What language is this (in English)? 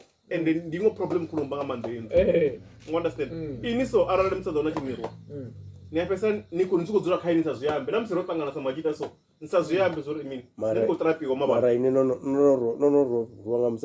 Venda